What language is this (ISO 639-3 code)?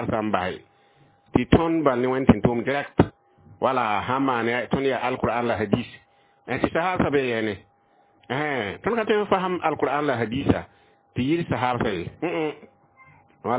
mos